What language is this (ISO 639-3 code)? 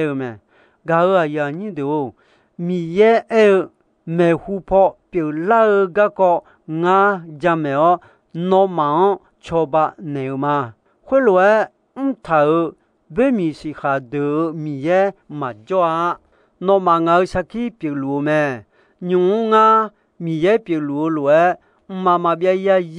ahk